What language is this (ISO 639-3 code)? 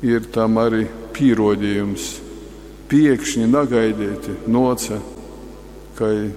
ltg